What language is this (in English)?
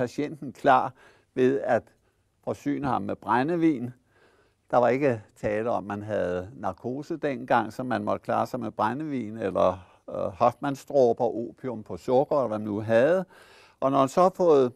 Danish